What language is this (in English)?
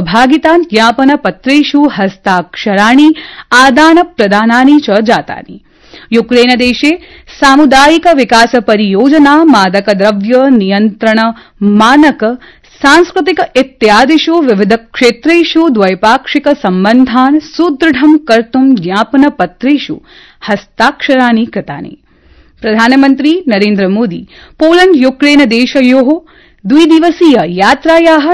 Sanskrit